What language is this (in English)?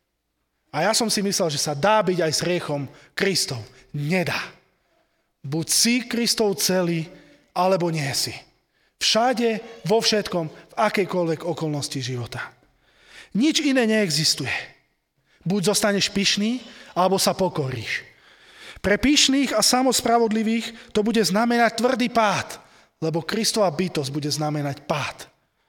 Slovak